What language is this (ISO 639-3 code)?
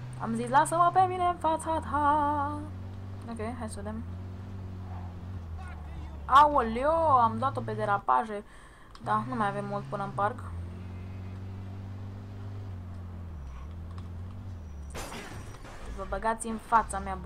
ron